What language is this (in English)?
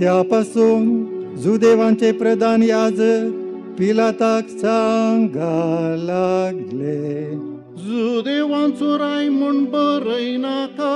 Konkani